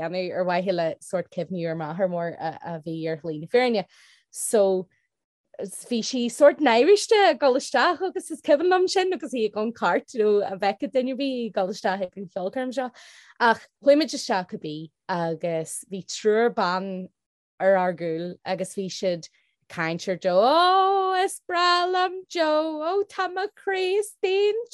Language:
Irish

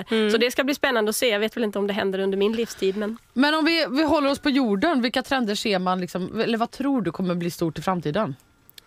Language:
Swedish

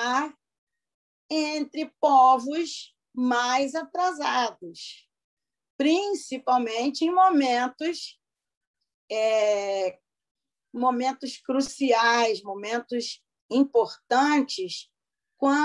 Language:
Portuguese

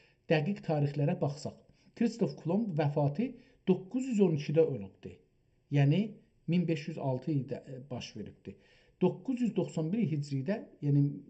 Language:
South Azerbaijani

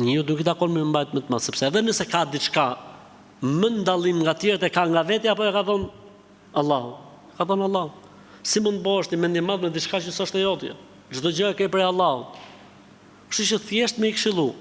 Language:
Albanian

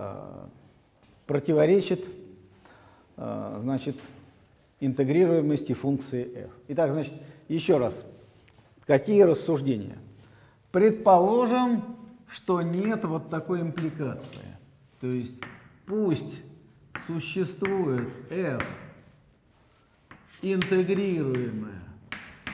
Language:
Russian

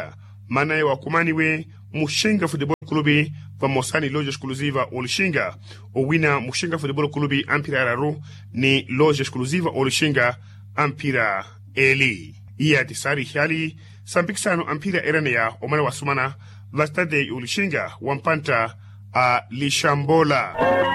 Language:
Makhuwa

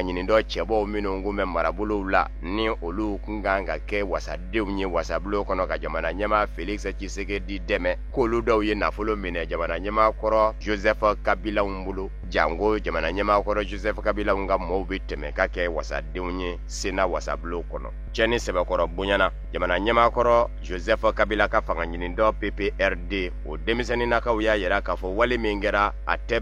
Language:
Bambara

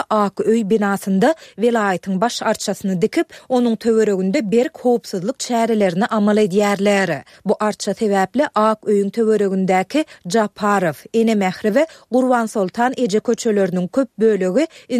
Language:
Turkmen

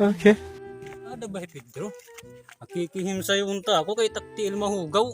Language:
Waray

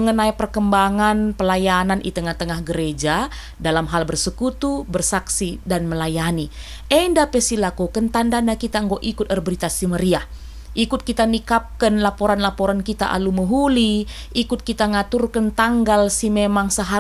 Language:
Batak Karo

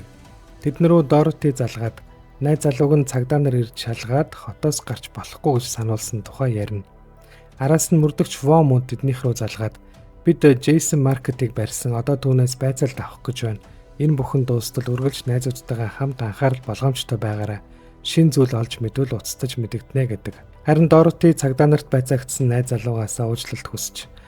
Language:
Mongolian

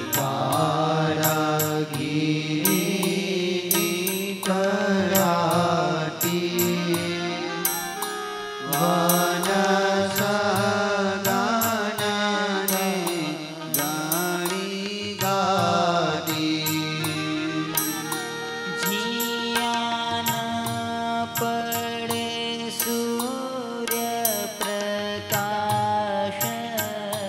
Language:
Gujarati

